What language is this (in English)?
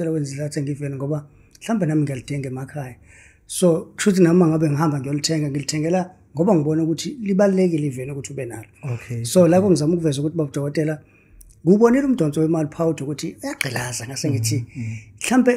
Zulu